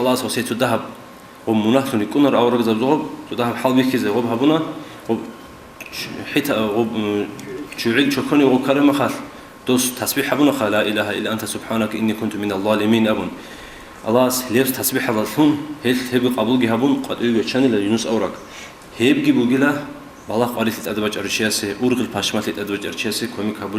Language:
Avaric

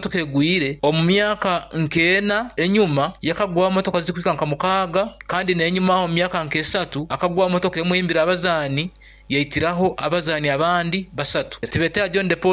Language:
Nyankole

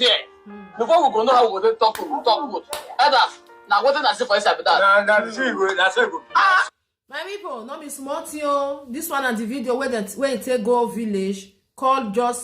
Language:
Nigerian Pidgin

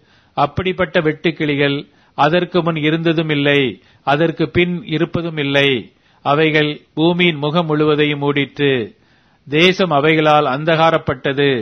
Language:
Tamil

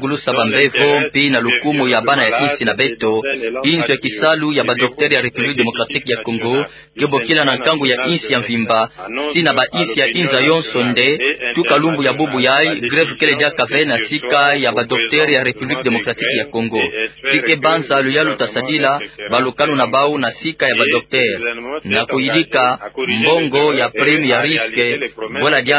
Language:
Kituba (Democratic Republic of Congo)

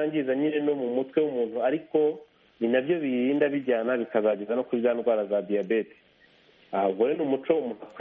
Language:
Kinyarwanda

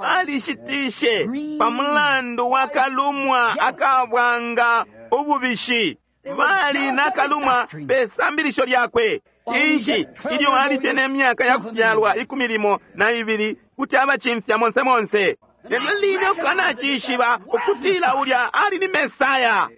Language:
Bemba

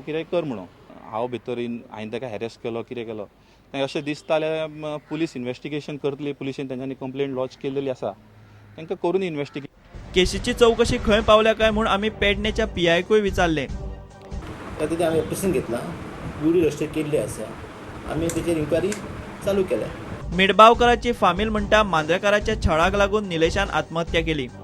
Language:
Konkani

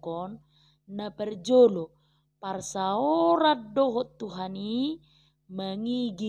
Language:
Batak Toba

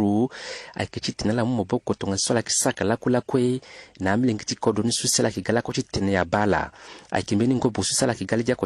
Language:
Sango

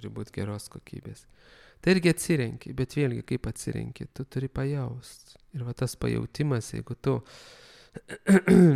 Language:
Lithuanian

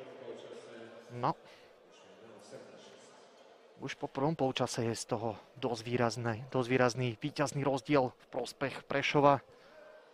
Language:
Slovak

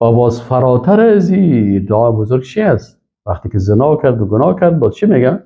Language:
Persian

